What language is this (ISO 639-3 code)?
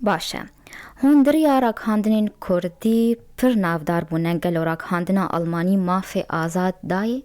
kur